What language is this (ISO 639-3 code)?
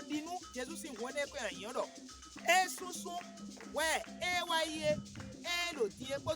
fon